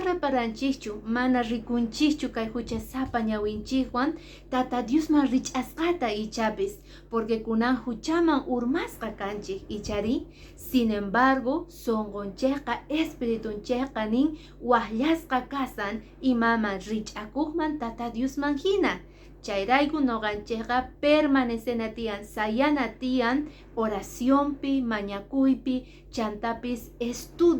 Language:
Quechua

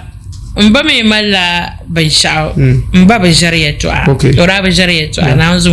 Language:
Dagbani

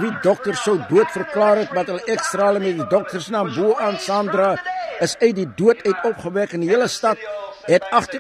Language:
Afrikaans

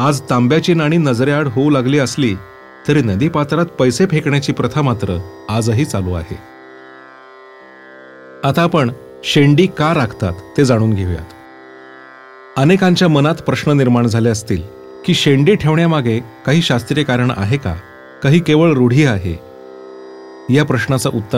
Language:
Marathi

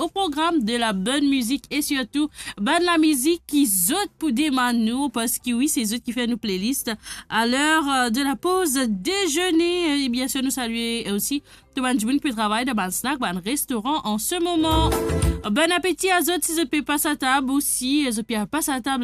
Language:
Morisyen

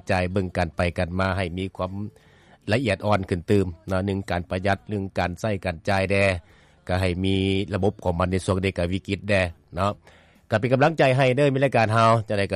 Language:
Lao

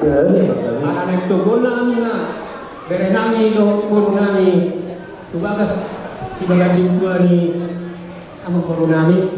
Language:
Batak Toba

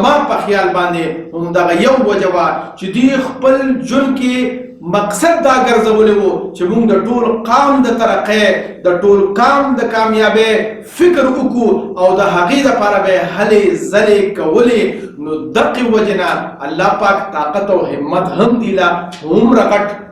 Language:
Pashto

